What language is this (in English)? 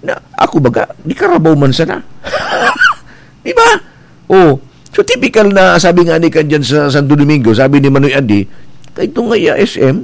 Bikol